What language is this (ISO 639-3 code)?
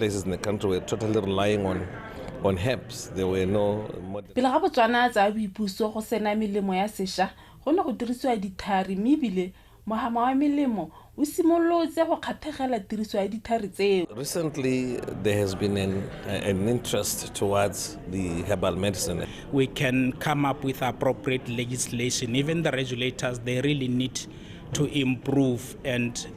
tsn